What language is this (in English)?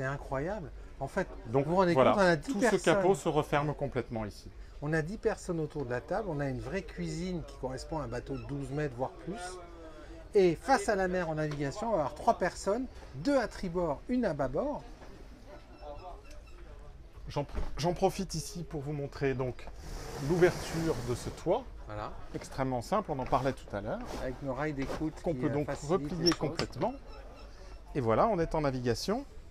French